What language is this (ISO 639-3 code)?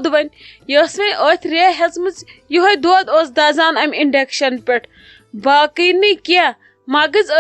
kas